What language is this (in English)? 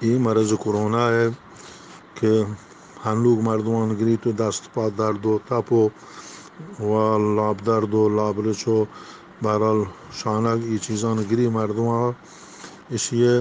Eastern Balochi